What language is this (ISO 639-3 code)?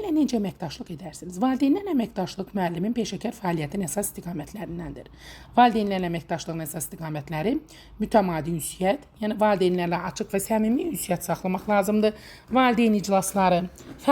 aze